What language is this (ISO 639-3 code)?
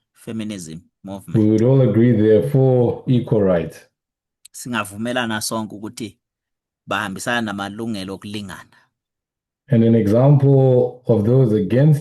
zul